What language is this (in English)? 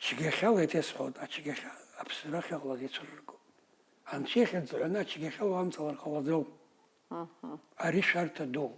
Abkhazian